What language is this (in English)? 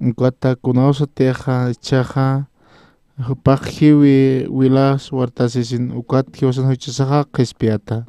Aymara